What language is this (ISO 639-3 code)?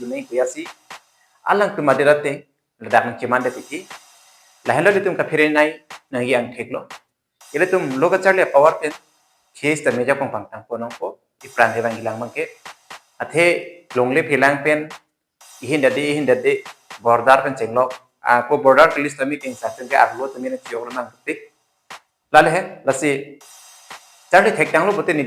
mjw